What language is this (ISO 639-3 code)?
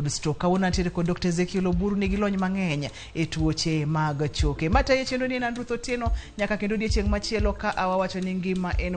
luo